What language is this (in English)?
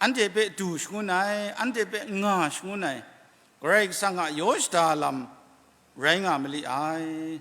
Kachin